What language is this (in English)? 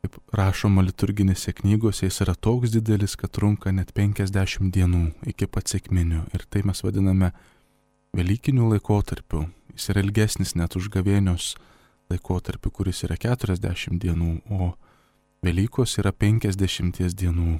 Lithuanian